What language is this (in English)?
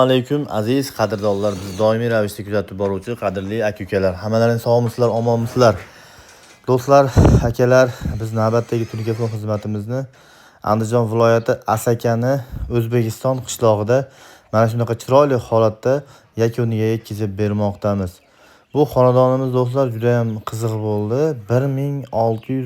Uzbek